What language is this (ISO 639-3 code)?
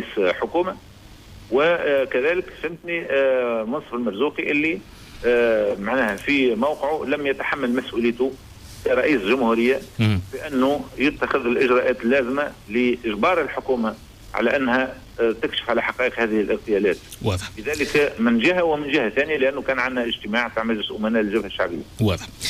aeb